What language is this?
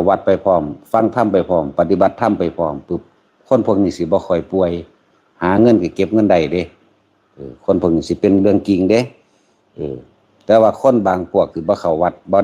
Northeastern Thai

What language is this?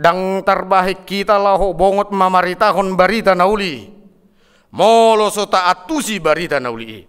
Batak Toba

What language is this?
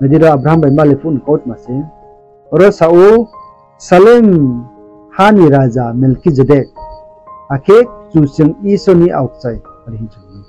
Riang (India)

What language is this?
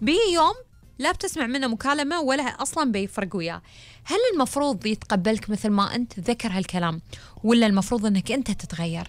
Gulf Arabic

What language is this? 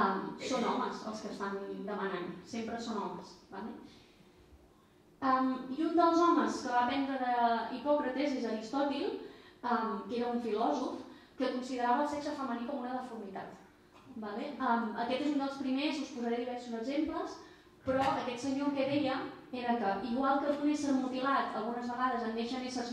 Catalan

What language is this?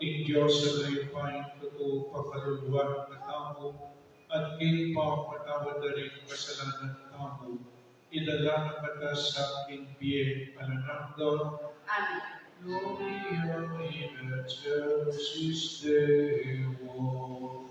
Pampanga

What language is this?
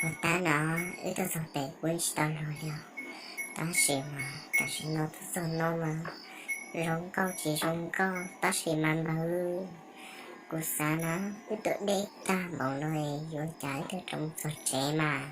Hmong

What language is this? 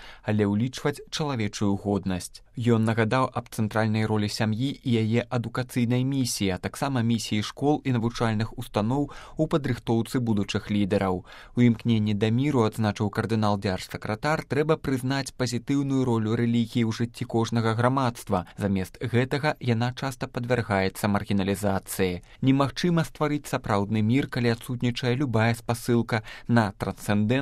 Belarusian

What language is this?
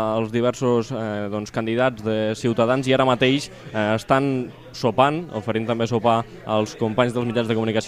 Catalan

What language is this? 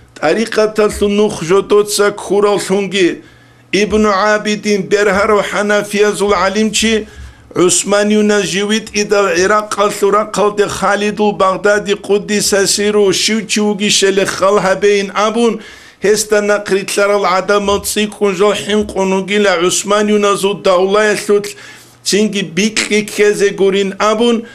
Avaric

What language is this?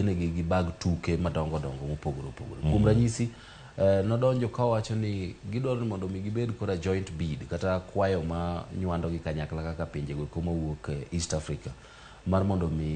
Luo (Kenya and Tanzania)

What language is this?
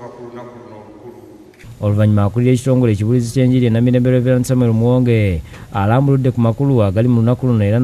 Ganda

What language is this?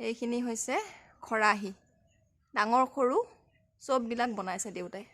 Assamese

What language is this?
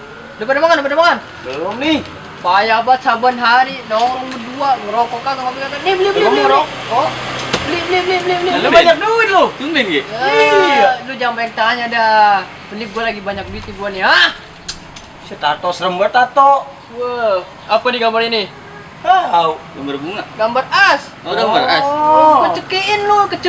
Betawi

